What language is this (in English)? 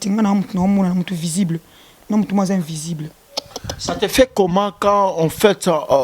Lingala